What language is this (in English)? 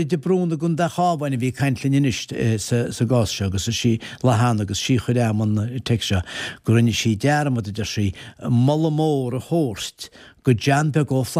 Irish